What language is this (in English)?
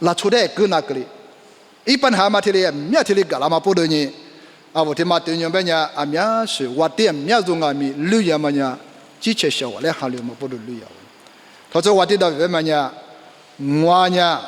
Lisu